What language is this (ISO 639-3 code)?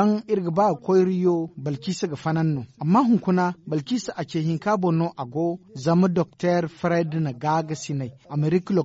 dje